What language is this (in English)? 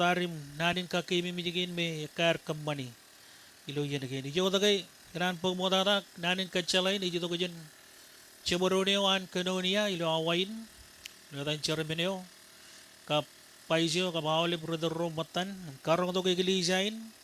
Marshallese